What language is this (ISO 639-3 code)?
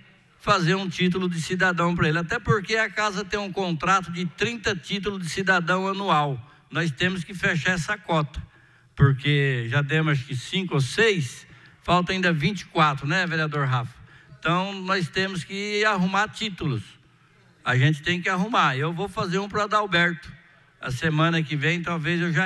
por